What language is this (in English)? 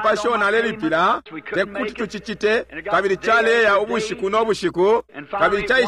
Bemba